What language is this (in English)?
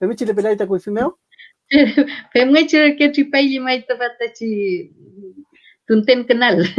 Mapuche